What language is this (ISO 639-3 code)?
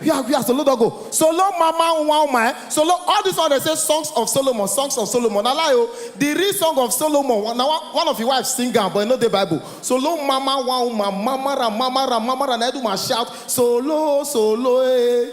pcm